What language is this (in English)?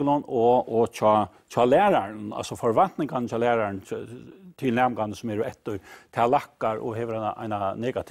Faroese